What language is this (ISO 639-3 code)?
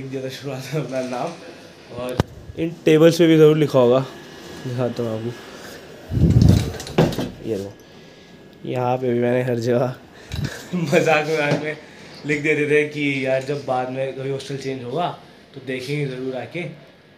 hin